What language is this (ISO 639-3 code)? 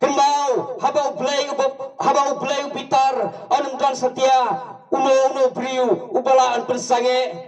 kha